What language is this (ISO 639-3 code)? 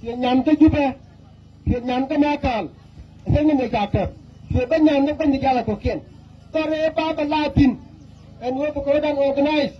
nus